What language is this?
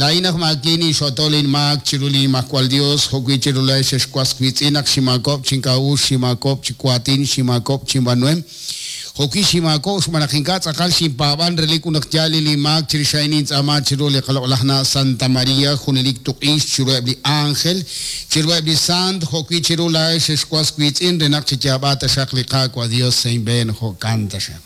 Kekchí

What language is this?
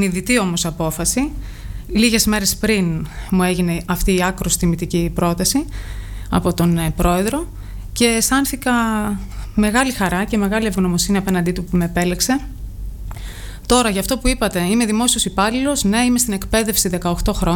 Greek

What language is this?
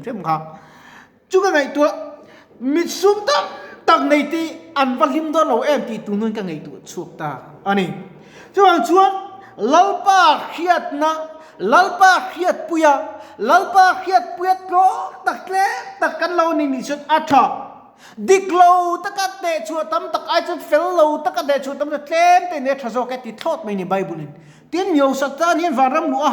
Mizo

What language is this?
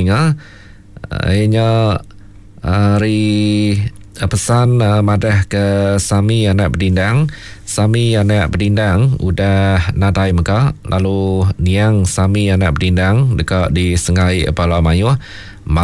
Iban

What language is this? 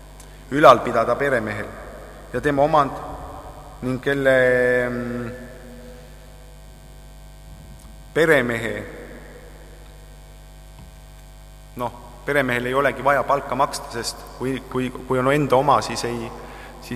Estonian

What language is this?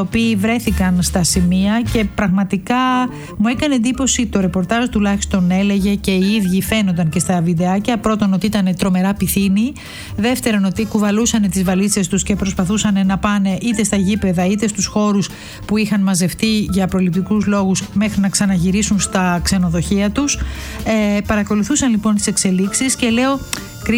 Greek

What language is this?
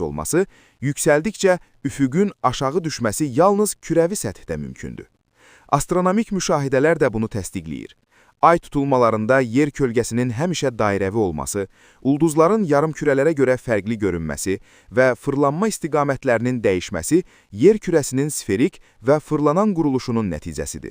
Azerbaijani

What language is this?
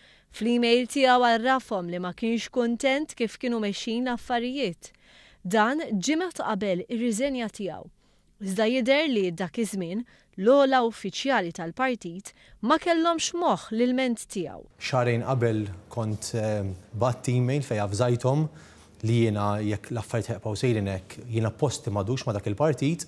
Maltese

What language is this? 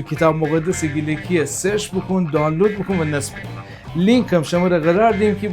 Gilaki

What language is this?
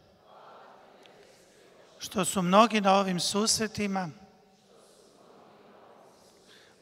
Croatian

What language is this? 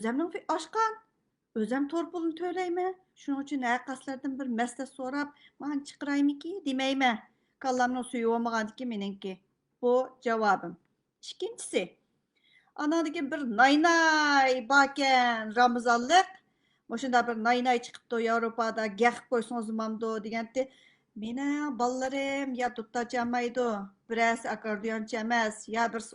Uyghur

